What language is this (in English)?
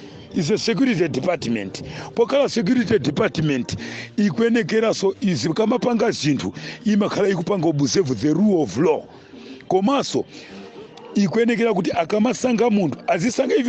Nyanja